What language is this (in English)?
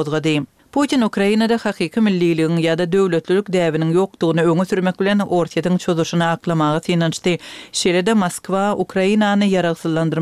Turkmen